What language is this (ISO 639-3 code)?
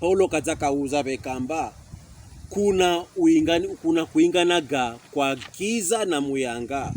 pkb